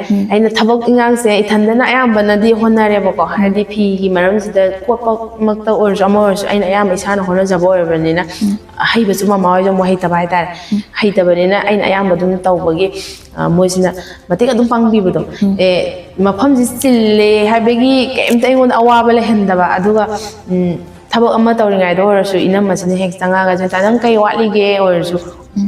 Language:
Manipuri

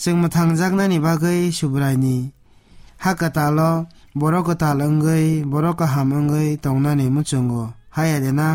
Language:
Kok Borok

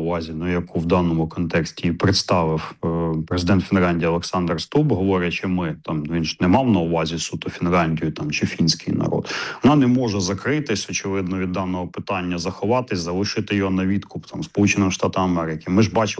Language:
Ukrainian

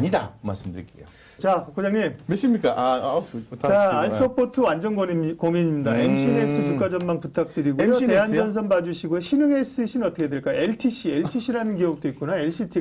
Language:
Korean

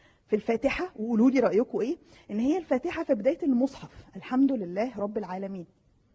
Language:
Egyptian Arabic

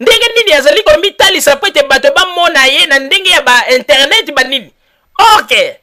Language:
Lingala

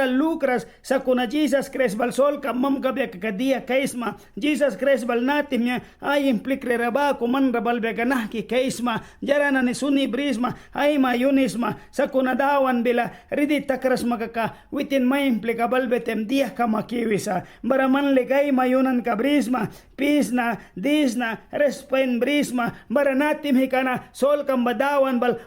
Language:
Mískito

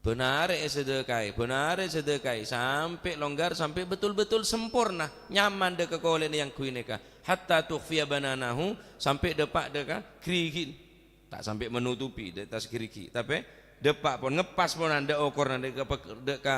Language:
Madurese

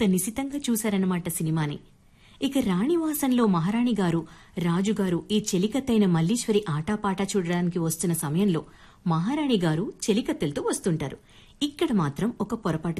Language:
Telugu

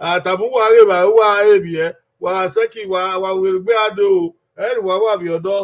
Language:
Bini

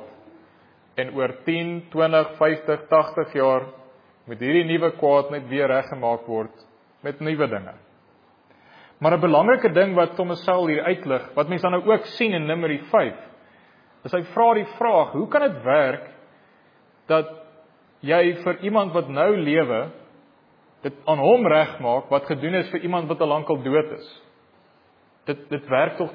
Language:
Afrikaans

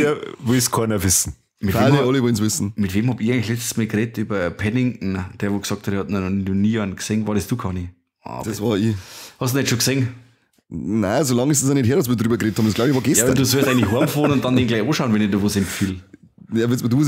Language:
Bavarian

